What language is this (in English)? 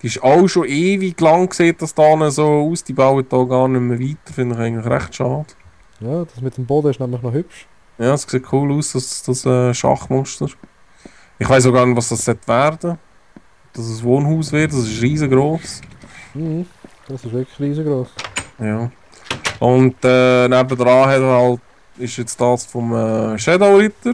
Swiss German